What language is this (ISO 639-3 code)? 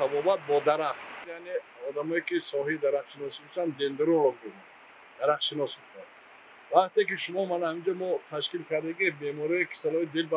tgk